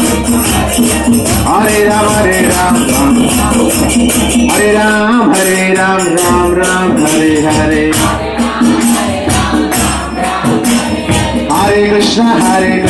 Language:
Hindi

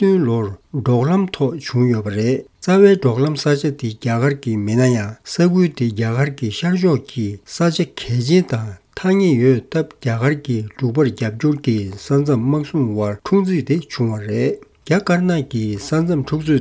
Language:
Tibetan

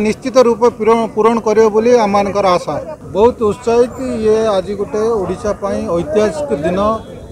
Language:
Odia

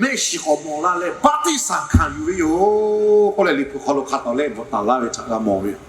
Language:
Lahu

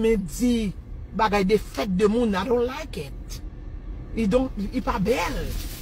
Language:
Haitian Creole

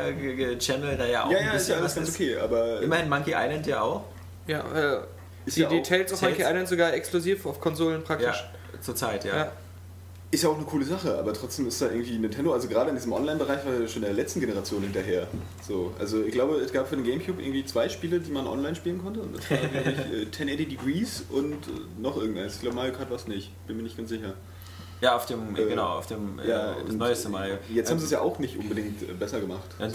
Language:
German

